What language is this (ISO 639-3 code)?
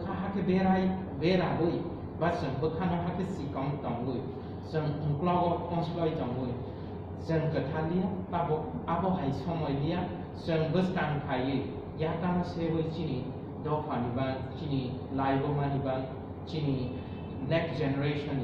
trp